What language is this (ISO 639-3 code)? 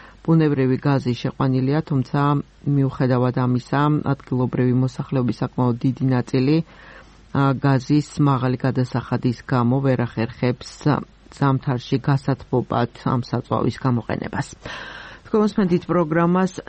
kat